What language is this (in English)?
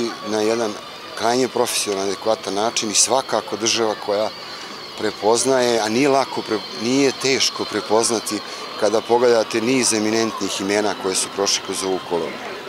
Serbian